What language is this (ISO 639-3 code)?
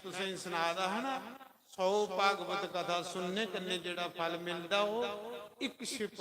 doi